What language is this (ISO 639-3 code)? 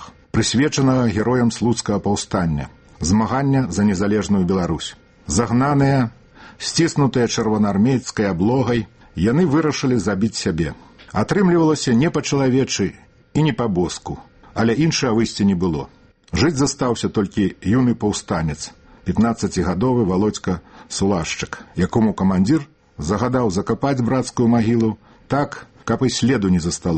bel